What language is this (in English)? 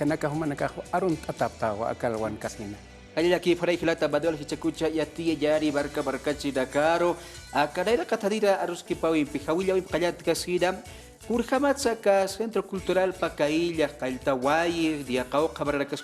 Aymara